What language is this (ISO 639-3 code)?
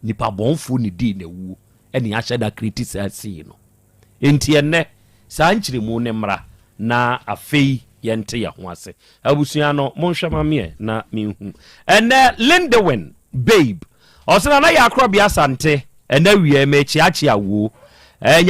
aka